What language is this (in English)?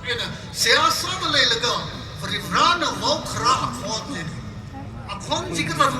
Tangkhul Naga (India)